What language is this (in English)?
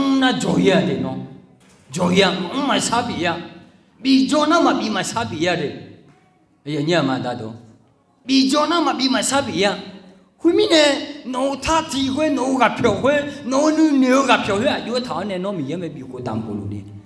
Akha